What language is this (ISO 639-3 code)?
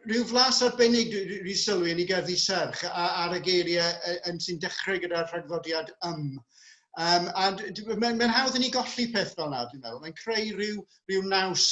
cym